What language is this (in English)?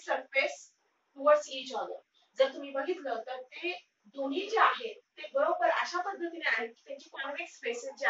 Marathi